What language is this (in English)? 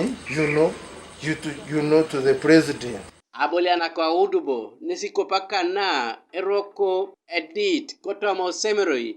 Teso